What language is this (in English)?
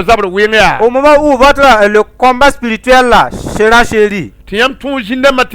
Mossi